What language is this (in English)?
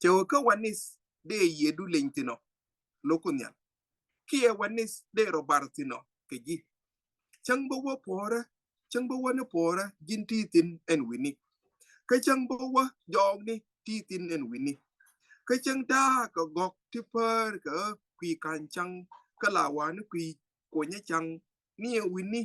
Nuer